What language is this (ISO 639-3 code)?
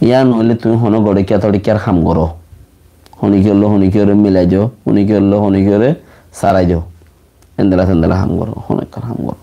rhg